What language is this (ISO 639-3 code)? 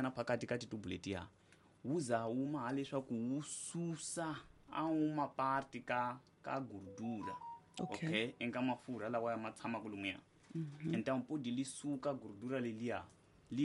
tso